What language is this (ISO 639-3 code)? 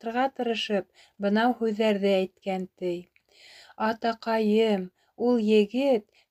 bak